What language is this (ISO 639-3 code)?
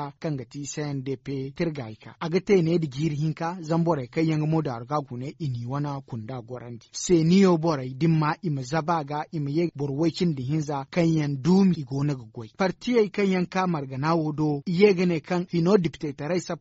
dje